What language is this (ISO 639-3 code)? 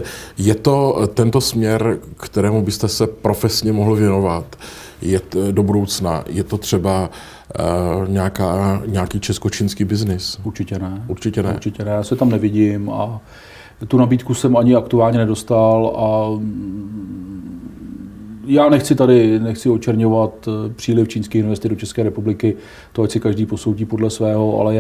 ces